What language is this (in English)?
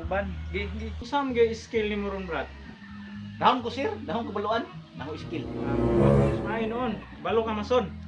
Cebuano